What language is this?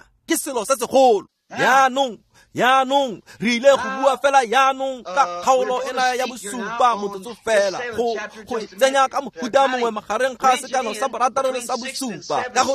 Tswana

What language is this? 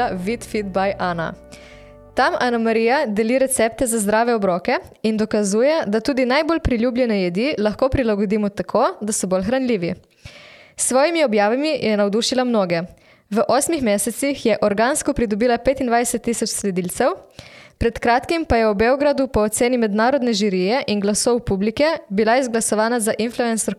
Slovenian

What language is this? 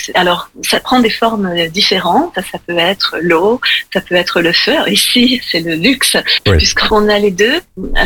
French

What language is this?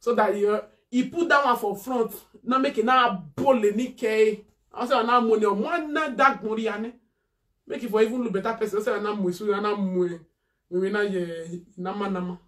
Nigerian Pidgin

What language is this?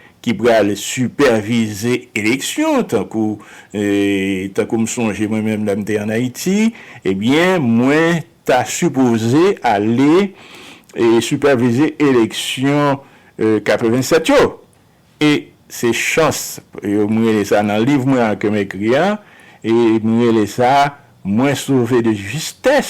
Haitian Creole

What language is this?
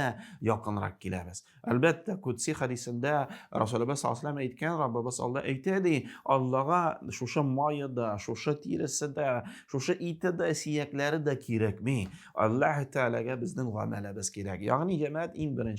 Tatar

